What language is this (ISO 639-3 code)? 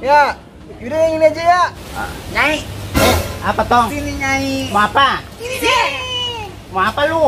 bew